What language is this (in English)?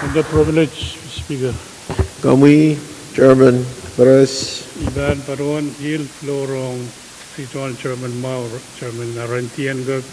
Pohnpeian